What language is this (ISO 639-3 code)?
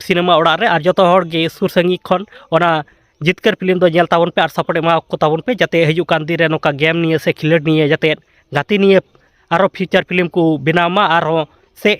sat